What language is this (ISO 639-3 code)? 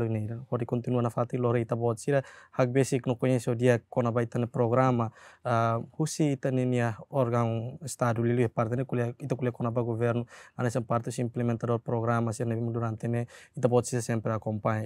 tet